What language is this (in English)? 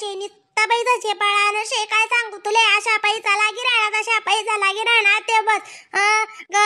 Khandesi